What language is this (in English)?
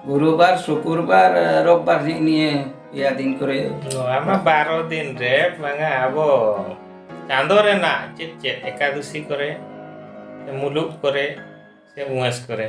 Santali